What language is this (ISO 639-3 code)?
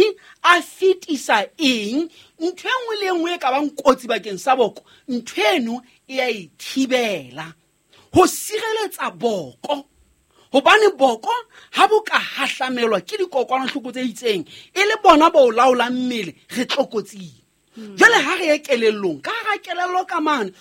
sot